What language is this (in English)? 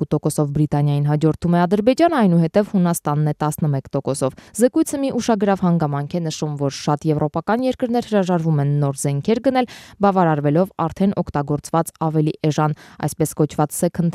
Armenian